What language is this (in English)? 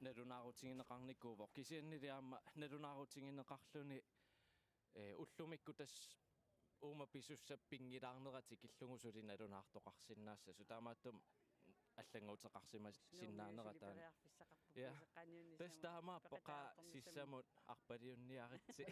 Kalaallisut